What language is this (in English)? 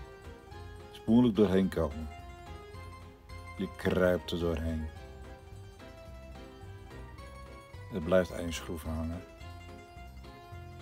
Dutch